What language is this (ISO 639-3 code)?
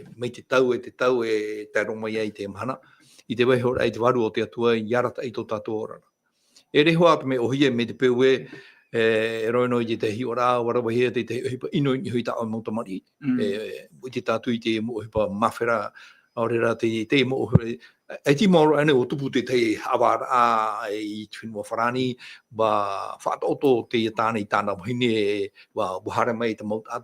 tah